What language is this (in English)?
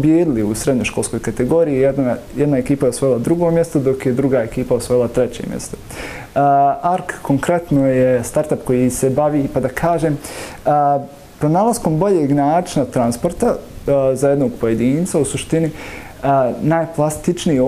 Bosnian